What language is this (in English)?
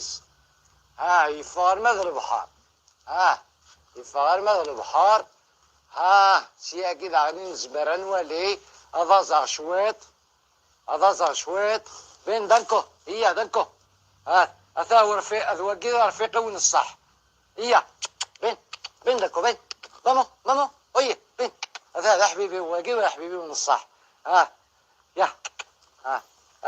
Kabyle